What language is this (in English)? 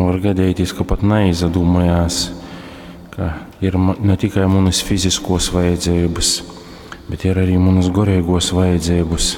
Latgalian